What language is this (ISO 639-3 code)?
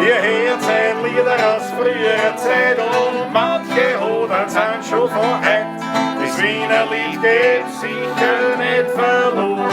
bar